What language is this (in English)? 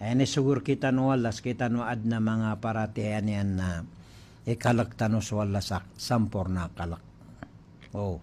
Maranao